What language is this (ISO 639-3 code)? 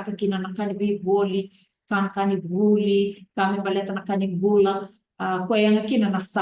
fij